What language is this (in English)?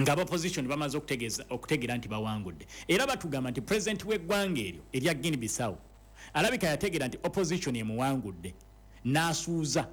Ganda